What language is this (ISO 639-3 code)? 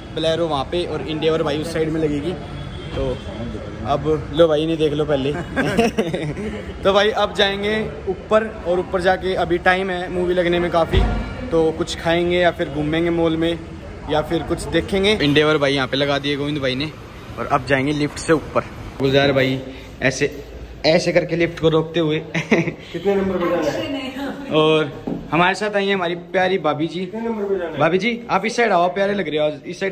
hin